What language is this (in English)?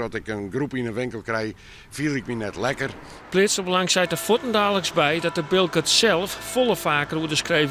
Western Frisian